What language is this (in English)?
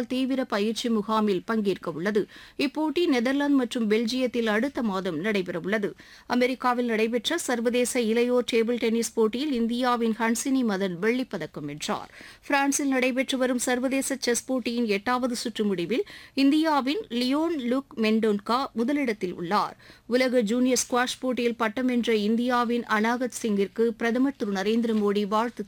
Tamil